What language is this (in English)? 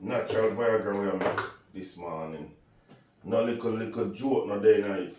Jamaican Creole English